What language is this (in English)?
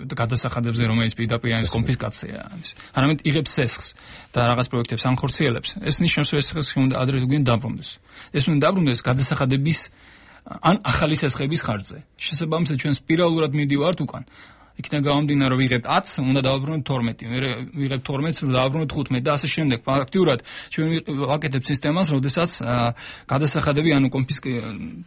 Georgian